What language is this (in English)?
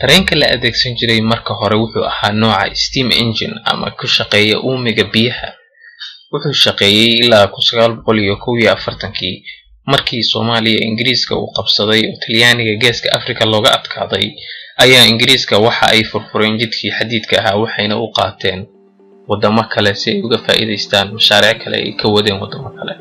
Somali